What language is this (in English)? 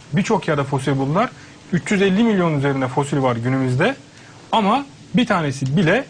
Turkish